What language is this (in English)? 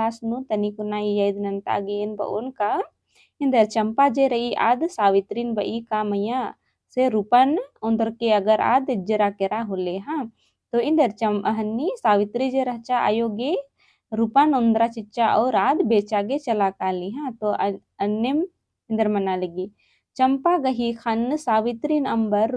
Kurukh